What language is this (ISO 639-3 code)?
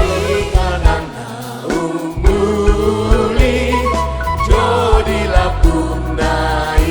bbc